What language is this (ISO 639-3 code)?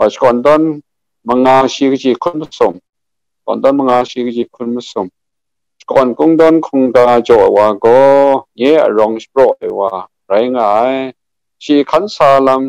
kac